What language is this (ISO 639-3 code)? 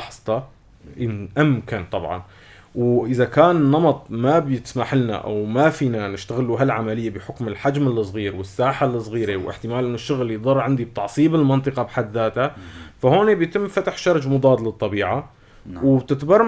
apc